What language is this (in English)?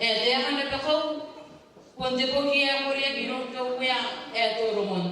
Gilbertese